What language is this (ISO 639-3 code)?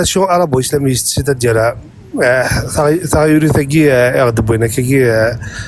kab